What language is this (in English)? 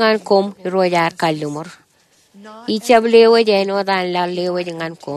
Marshallese